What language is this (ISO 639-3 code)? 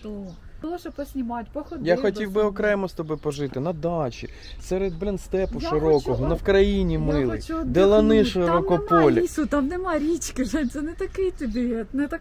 ukr